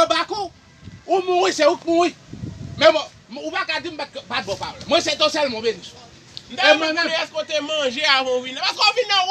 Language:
Haitian Creole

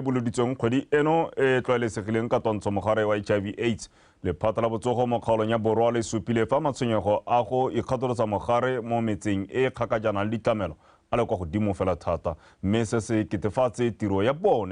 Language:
Tswana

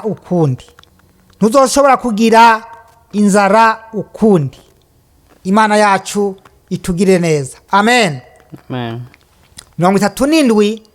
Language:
Rundi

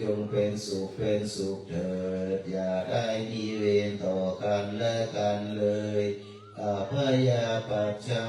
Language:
Pali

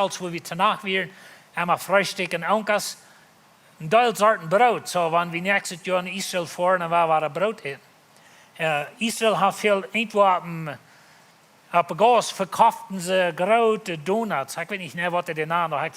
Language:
Plautdietsch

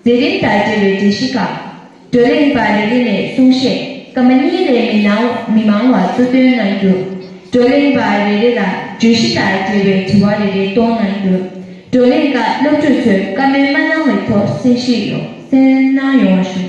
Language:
Tibetan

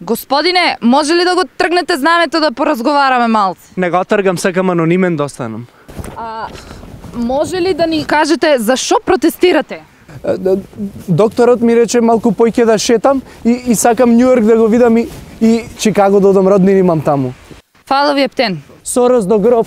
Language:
Macedonian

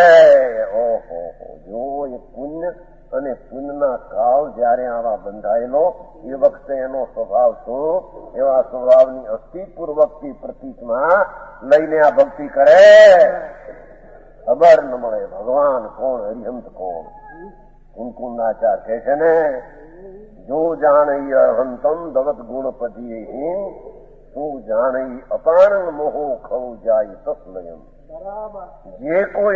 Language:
Gujarati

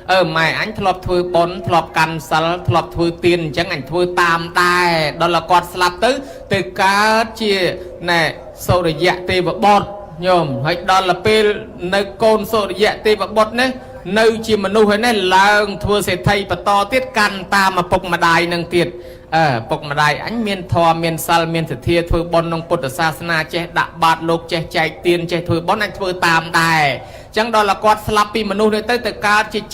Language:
Khmer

